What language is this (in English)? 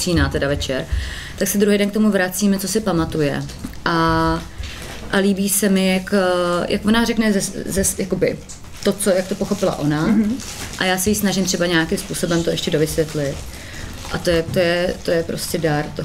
Czech